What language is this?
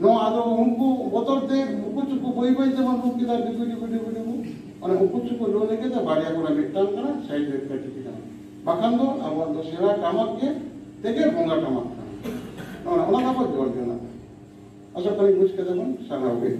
Santali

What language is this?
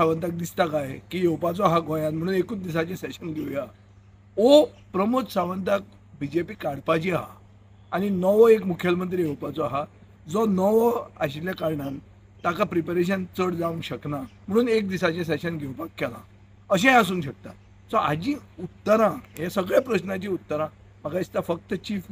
Konkani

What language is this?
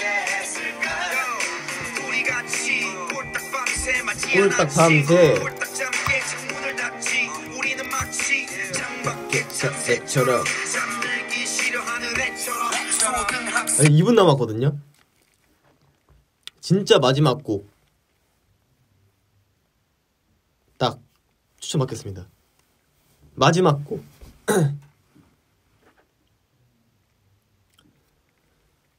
Korean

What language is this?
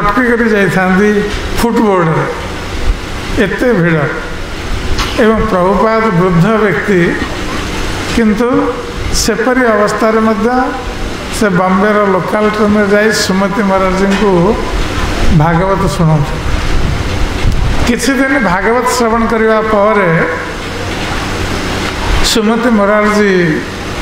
Odia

